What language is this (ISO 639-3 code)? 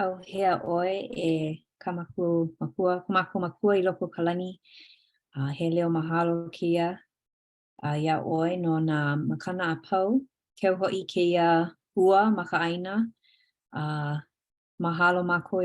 haw